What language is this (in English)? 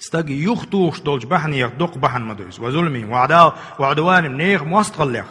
Chechen